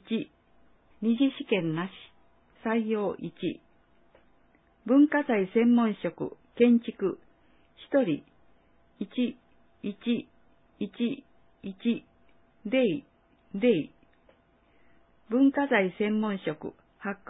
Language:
Japanese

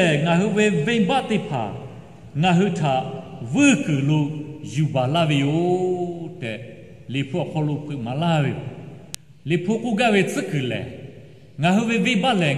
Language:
Lahu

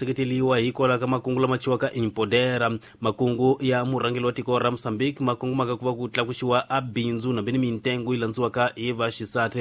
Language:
Tsonga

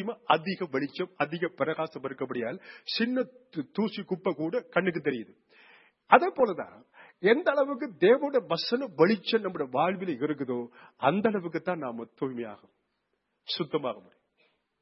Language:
Tamil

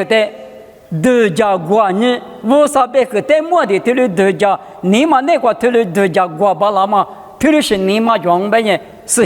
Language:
Lisu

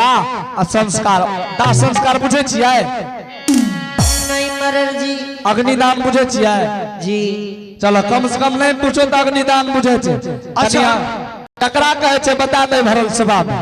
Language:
Angika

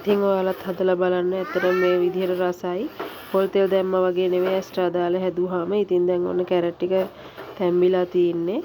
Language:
Sinhala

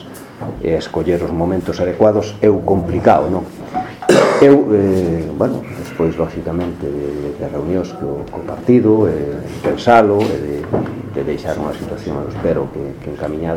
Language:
Galician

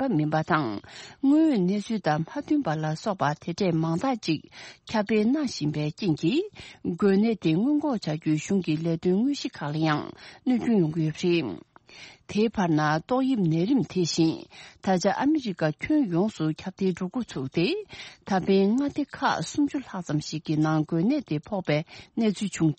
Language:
Tibetan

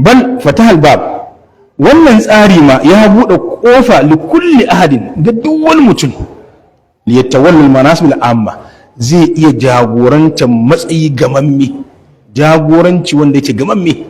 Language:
Hausa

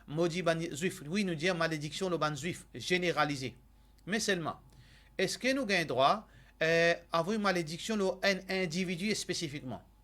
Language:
Morisyen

